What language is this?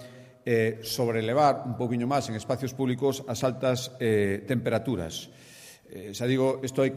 Galician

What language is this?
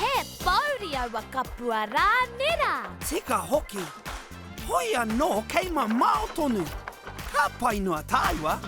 Māori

